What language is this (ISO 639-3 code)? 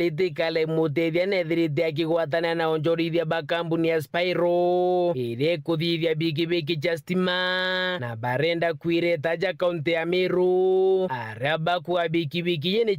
mer